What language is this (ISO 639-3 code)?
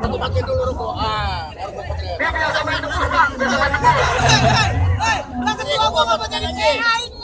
bew